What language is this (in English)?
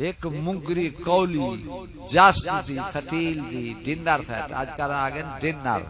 Saraiki